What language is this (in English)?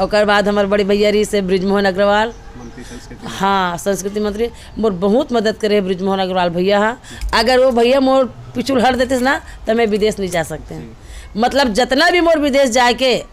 Chhattisgarhi